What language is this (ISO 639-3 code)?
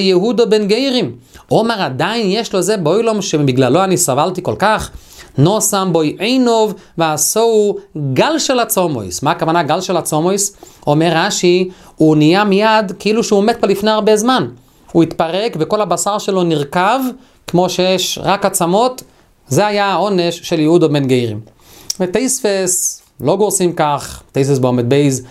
heb